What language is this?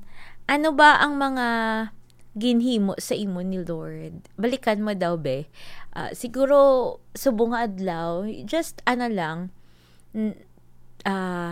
Hiligaynon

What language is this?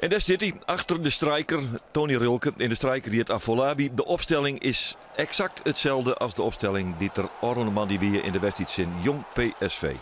Western Frisian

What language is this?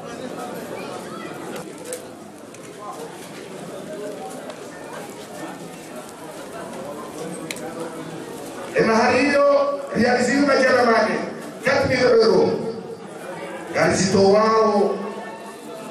Swahili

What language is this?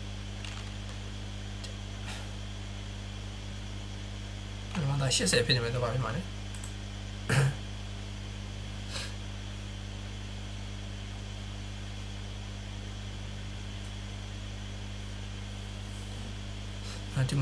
Burmese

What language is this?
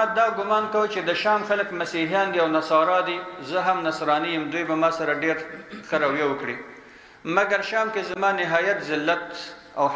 Pashto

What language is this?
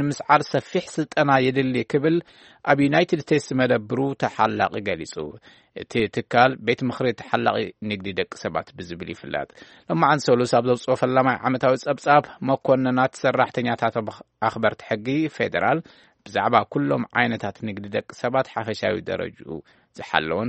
Tigrinya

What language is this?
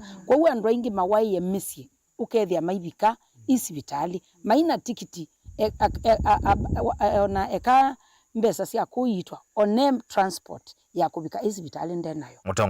Kamba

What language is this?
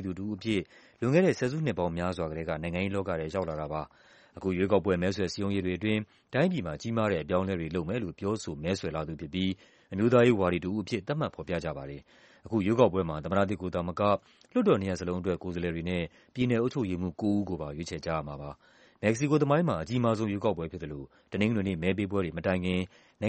Burmese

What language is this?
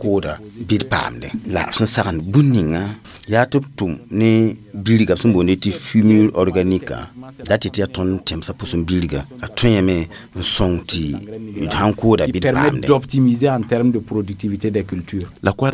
Mossi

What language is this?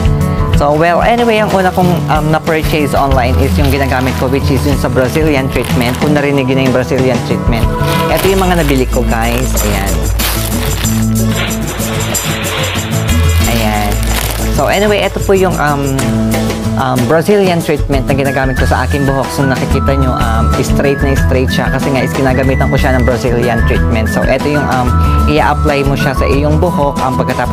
Filipino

